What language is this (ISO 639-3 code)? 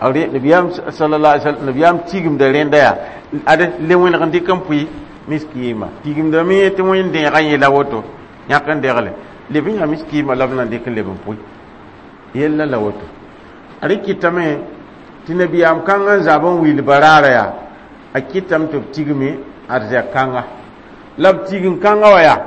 mos